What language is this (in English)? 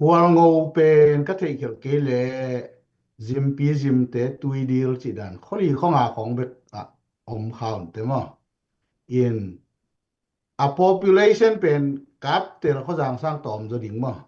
Tedim Chin